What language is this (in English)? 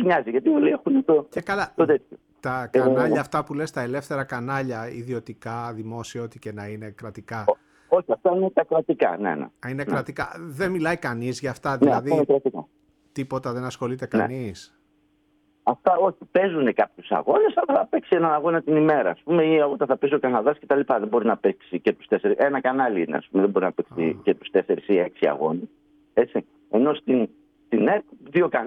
Greek